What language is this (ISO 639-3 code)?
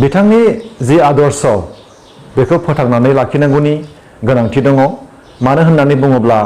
brx